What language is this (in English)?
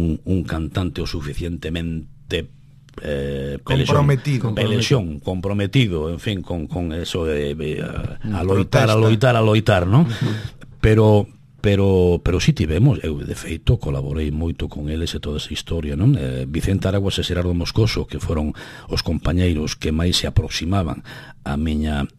Galician